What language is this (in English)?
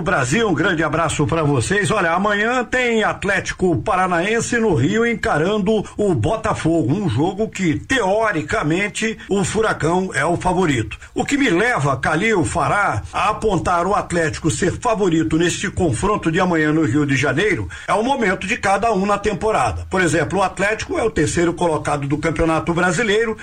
Portuguese